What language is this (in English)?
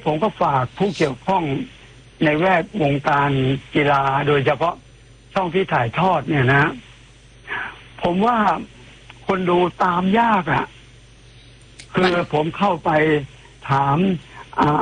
Thai